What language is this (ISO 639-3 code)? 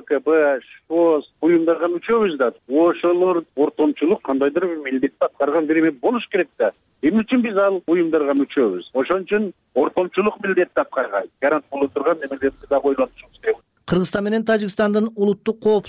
kir